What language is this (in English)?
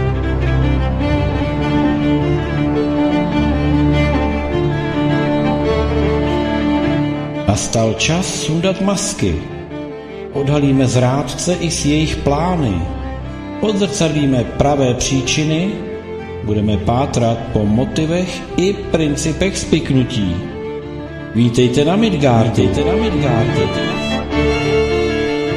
Czech